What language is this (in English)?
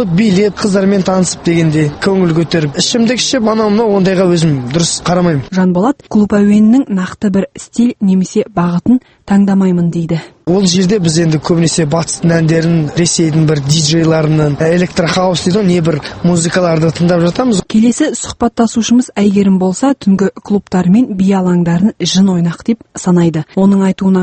Kazakh